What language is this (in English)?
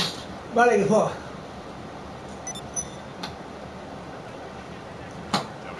Swedish